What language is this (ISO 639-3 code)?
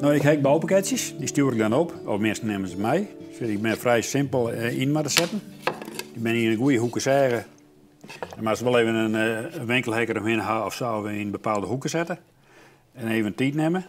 fry